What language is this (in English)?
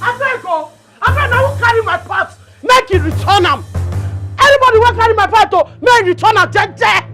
Nigerian Pidgin